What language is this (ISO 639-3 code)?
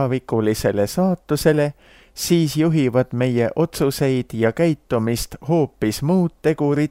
est